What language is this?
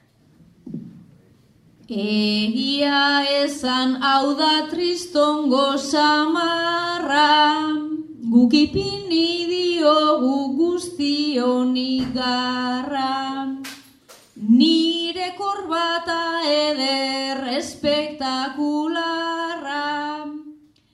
Basque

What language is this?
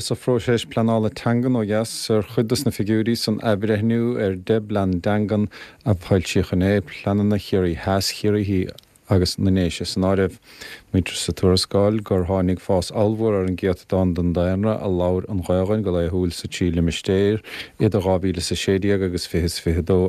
Irish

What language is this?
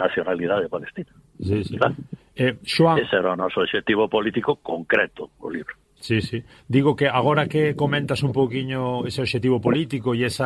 Galician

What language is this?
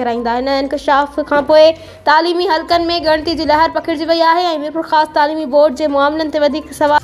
Sindhi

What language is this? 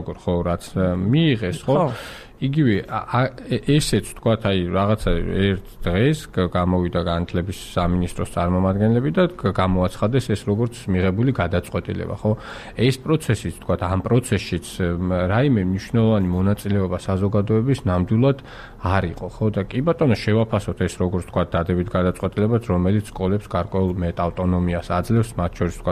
Georgian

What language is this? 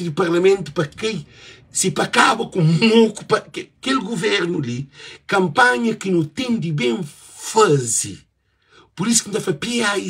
Kabuverdianu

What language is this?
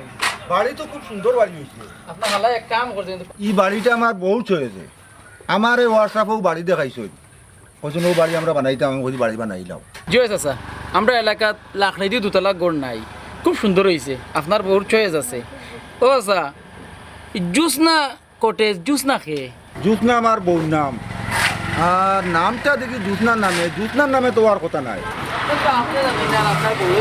Sylheti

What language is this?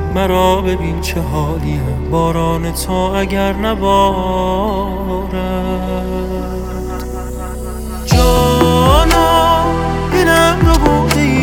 Persian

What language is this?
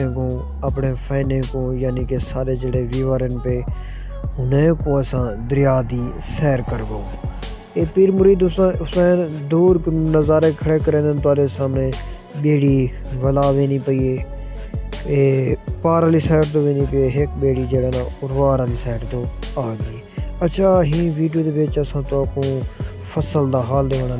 Saraiki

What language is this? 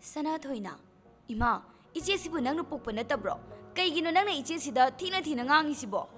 Manipuri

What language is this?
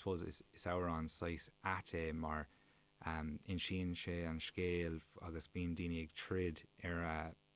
Irish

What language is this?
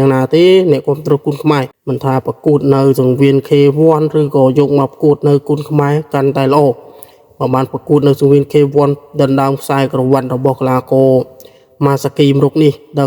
Khmer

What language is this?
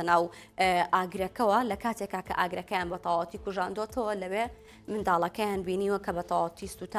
Central Kurdish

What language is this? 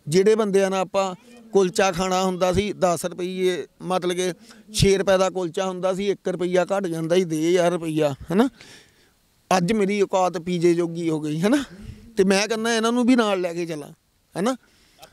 Punjabi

